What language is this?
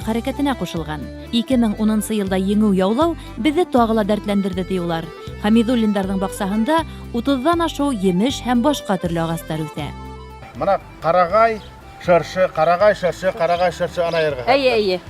Bashkir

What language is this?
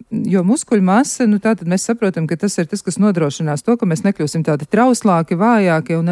Latvian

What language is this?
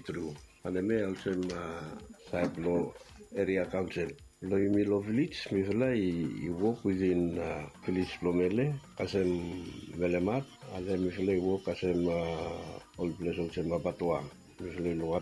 Bislama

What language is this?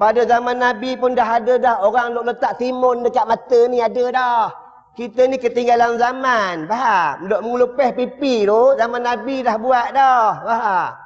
Malay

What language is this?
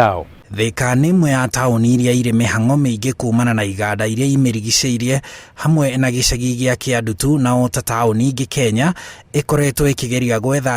Kikuyu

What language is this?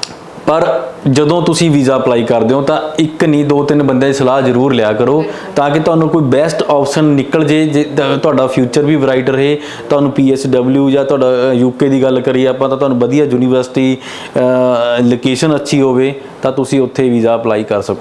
Punjabi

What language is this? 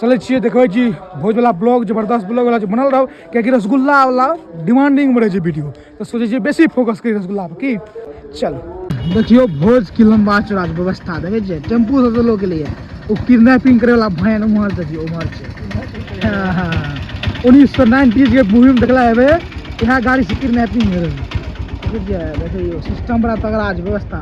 Maithili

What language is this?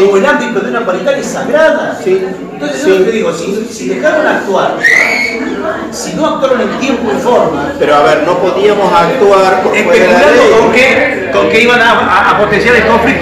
Spanish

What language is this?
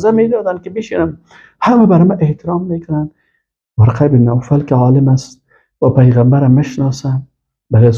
Persian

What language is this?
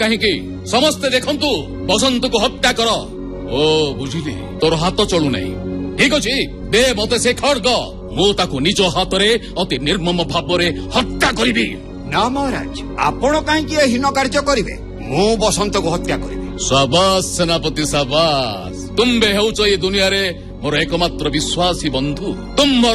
Odia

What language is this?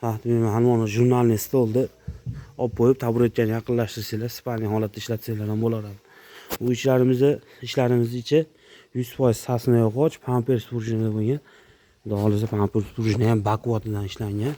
Uzbek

